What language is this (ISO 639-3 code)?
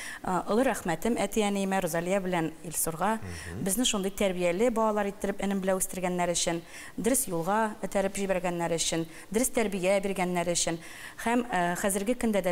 tat